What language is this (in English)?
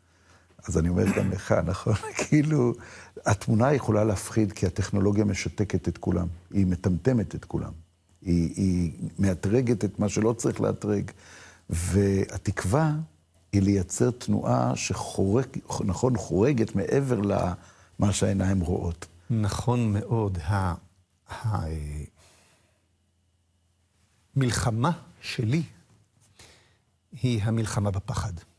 Hebrew